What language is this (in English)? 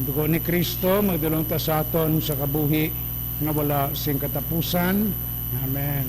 Hiligaynon